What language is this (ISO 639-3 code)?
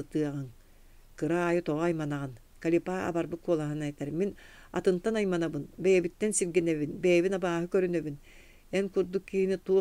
sah